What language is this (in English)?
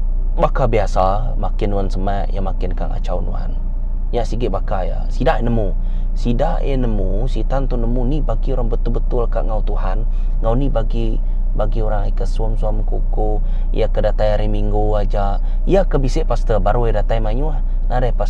Iban